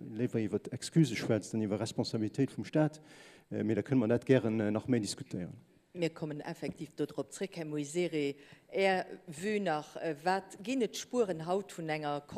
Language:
Luxembourgish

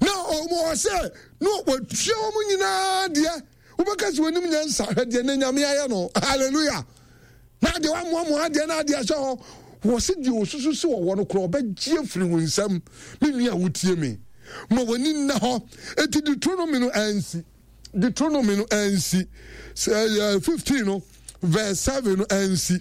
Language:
Akan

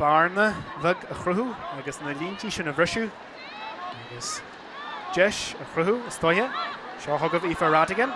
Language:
Irish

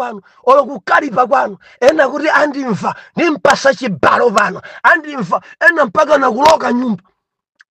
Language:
Nyanja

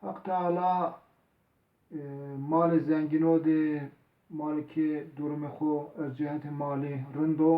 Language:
Zaza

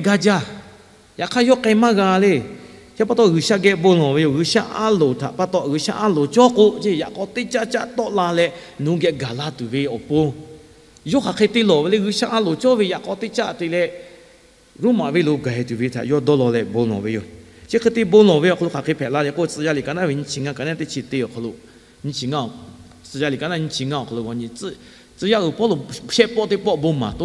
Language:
Lahu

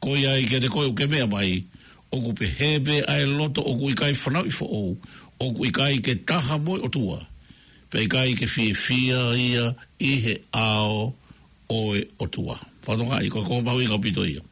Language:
Tongan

